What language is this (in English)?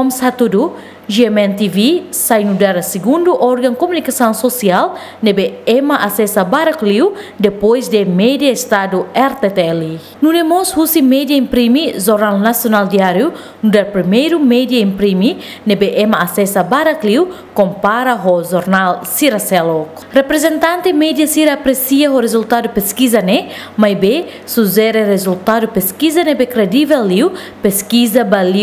Tetum